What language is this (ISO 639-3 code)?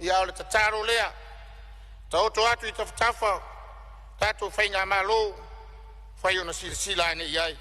smo